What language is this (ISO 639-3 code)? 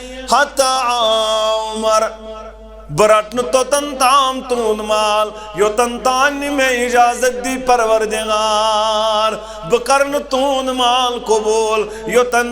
kas